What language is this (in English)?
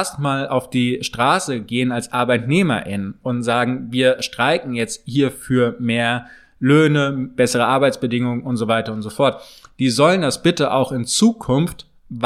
German